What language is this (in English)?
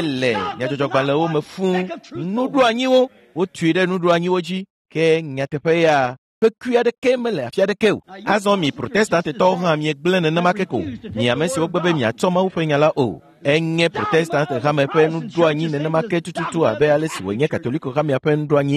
Ewe